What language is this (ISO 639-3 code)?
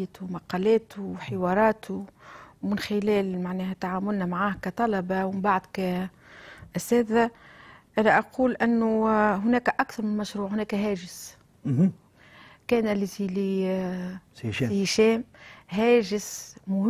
aeb